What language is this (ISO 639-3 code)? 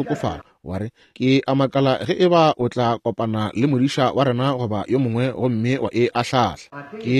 nso